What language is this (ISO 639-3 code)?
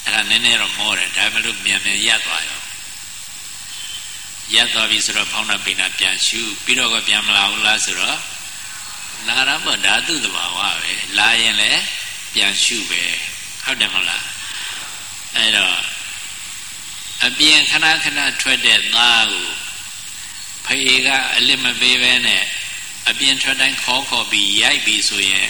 mya